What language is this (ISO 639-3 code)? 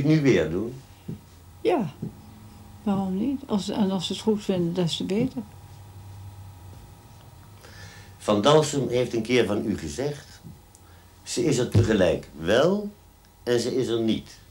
nld